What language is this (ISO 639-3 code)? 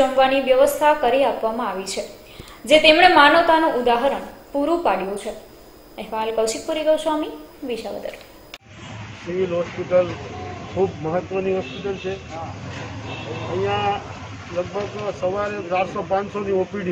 guj